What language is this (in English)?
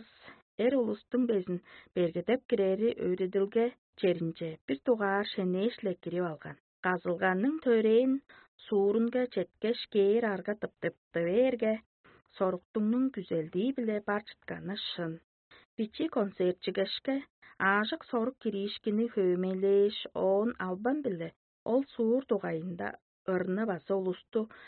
Tuvinian